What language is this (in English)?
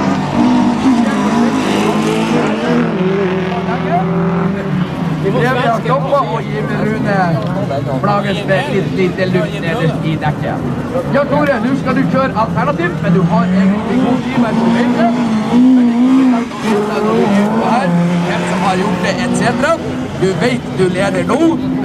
Norwegian